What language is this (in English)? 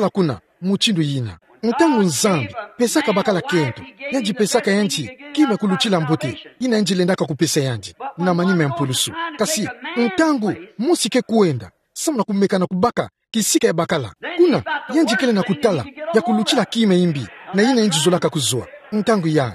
Kituba (Democratic Republic of Congo)